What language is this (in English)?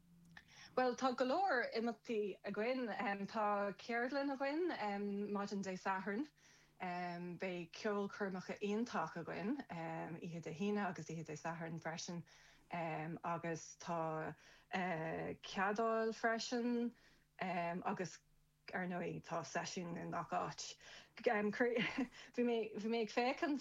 Irish